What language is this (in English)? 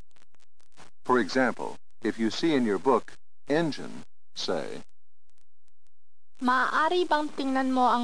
Filipino